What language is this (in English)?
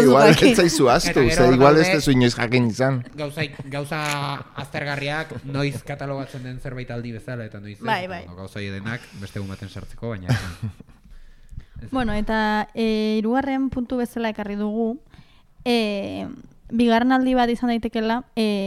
Basque